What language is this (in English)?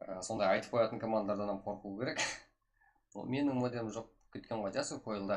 Kara-Kalpak